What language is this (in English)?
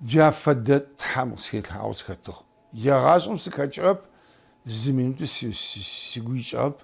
Adyghe